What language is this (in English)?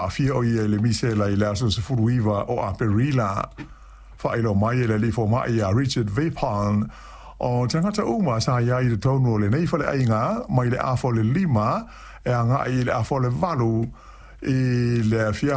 Samoan